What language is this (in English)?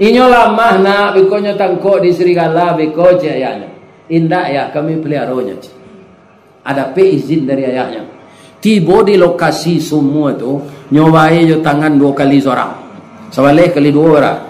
Minangkabau